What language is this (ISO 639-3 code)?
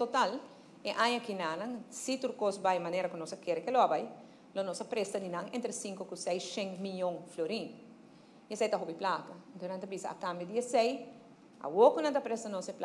pap